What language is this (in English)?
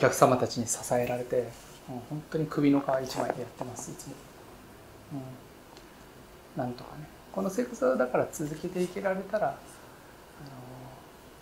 Japanese